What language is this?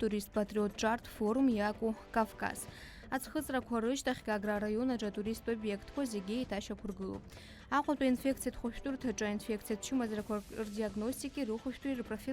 Abkhazian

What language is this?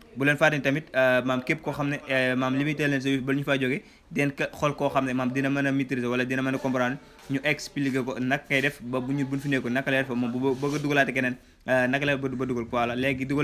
Wolof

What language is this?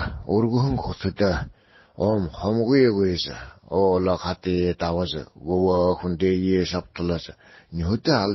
Buriat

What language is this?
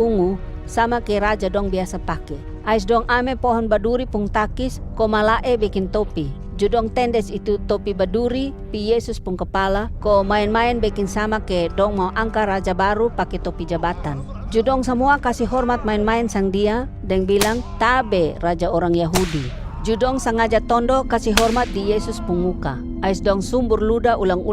Kupang Malay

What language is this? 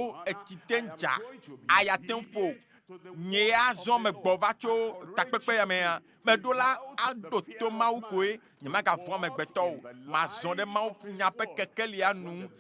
Ewe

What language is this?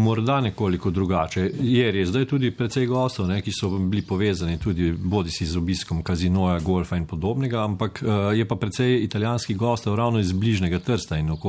Slovenian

